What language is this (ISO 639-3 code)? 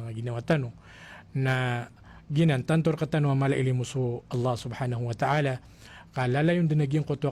mrw